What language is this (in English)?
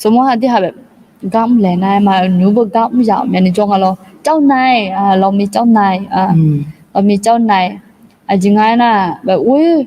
Akha